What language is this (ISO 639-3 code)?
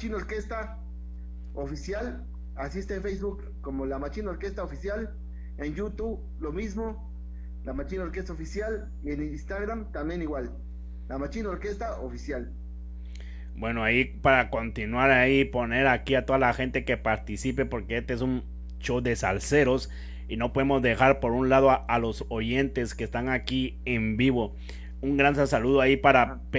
spa